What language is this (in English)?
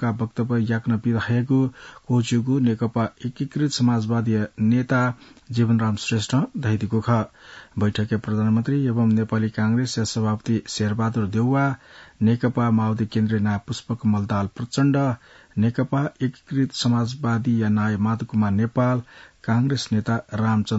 Newari